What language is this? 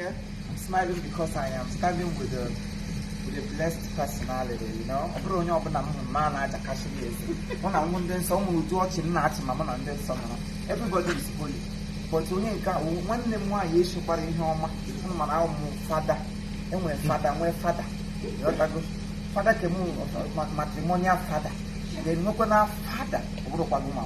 Igbo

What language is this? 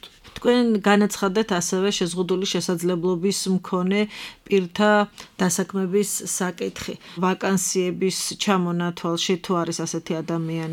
Georgian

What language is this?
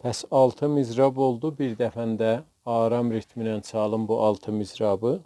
South Azerbaijani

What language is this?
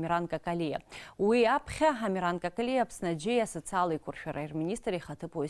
Abkhazian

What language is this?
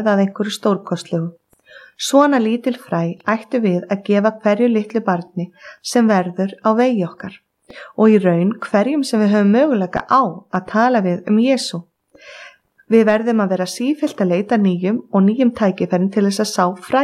Icelandic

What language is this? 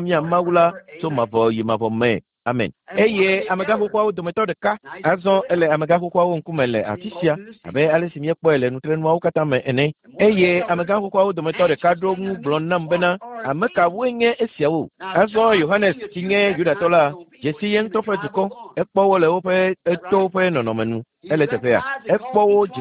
Ewe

